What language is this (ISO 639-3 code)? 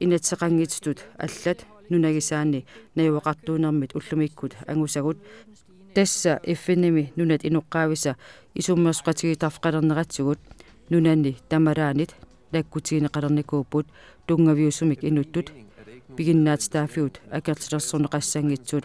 kal